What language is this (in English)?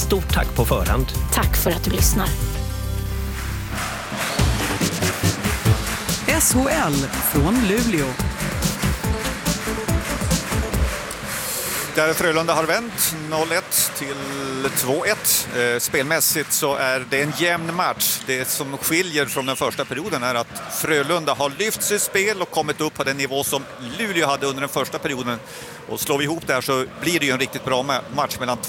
Swedish